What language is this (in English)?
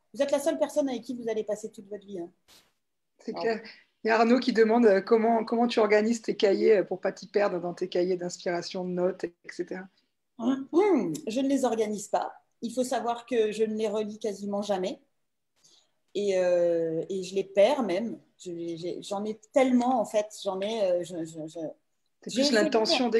French